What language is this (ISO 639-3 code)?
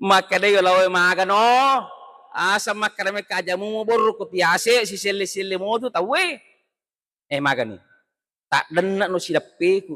bug